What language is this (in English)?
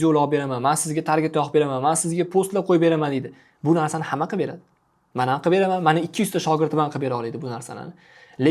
Uzbek